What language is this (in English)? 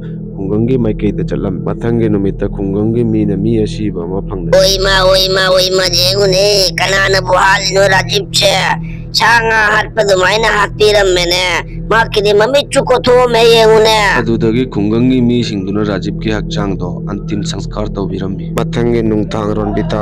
Manipuri